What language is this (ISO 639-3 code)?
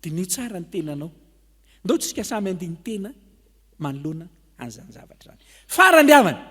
mlg